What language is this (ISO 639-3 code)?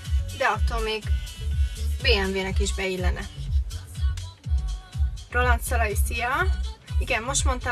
hun